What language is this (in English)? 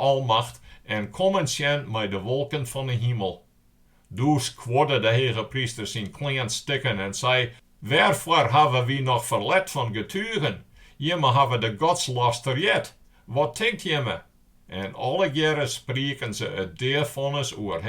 Western Frisian